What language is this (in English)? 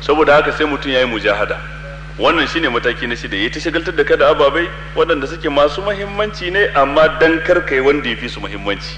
Hausa